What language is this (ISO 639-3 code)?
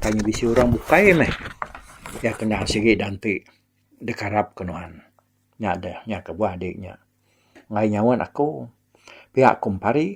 iba